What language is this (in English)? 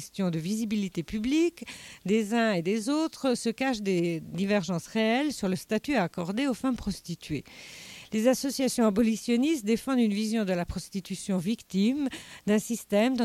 French